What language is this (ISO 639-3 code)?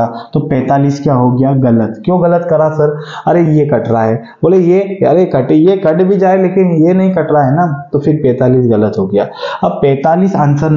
hin